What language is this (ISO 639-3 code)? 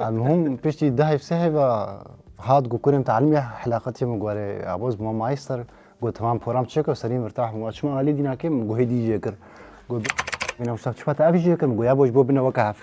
kur